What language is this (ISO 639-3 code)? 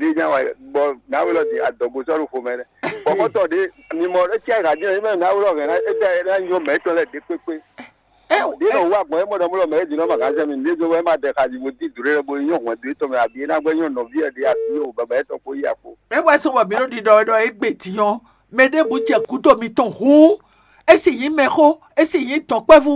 fon